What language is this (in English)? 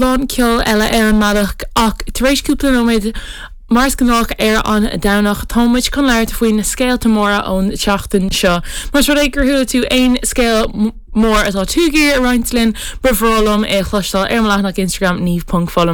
Irish